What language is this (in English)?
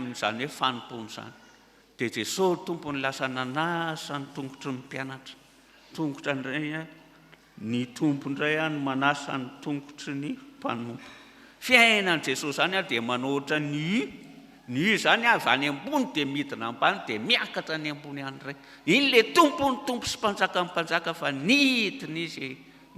Malagasy